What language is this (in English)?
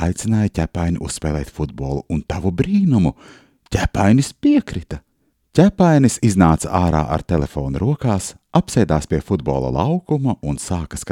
Latvian